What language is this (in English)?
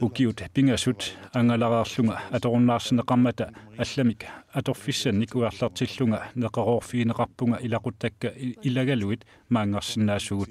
Kalaallisut